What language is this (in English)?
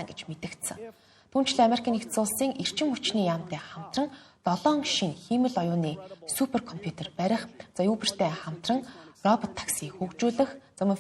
Mongolian